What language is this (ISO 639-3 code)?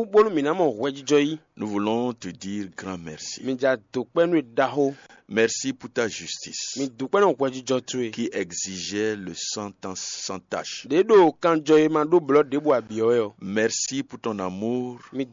fon